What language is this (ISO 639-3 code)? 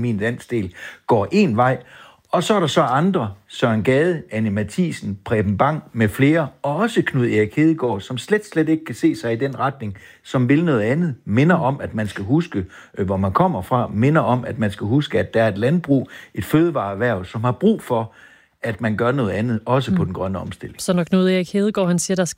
dan